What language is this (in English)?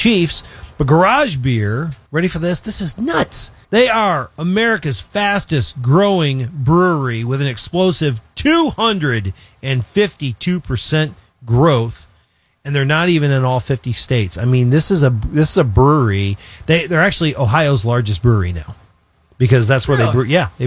English